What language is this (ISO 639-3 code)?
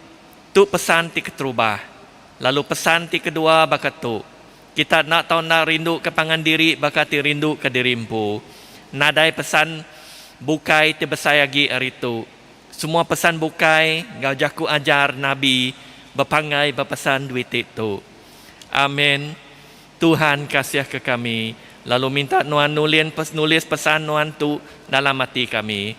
iba